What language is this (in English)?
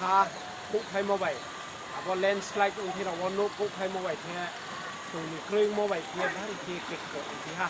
Riang (India)